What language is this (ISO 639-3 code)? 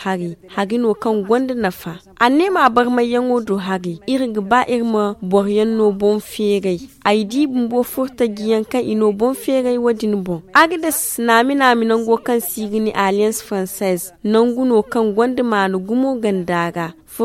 dje